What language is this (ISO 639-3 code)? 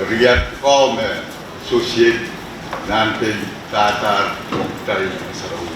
pon